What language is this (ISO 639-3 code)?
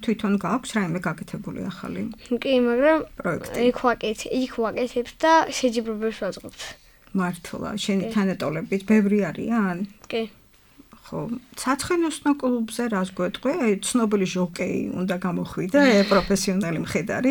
kat